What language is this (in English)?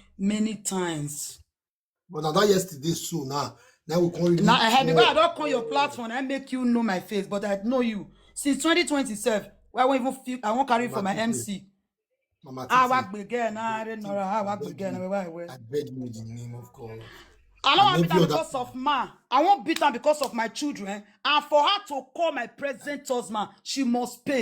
Nigerian Pidgin